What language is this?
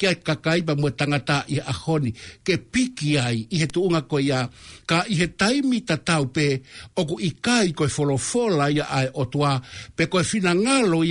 Tongan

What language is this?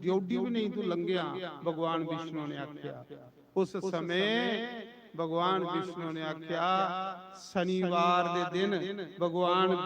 Dogri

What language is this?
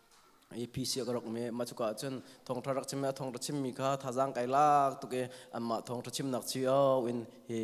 Hakha Chin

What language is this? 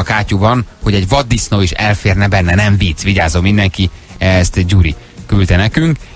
Hungarian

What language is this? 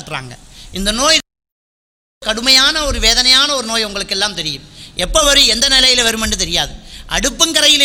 Tamil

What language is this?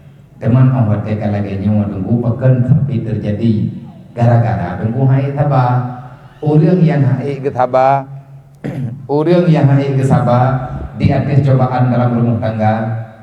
Achinese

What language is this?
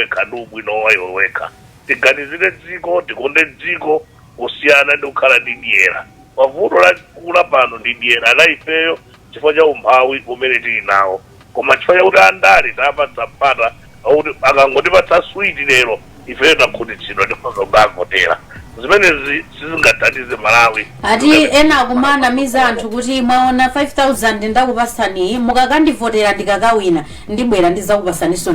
Nyanja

